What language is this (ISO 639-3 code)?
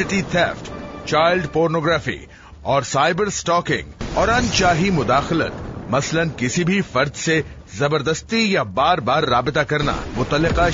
urd